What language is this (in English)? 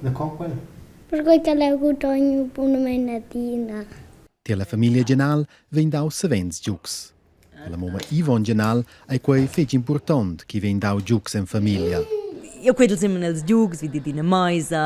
Romansh